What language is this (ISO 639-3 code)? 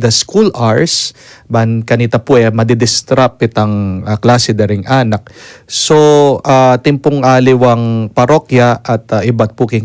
pam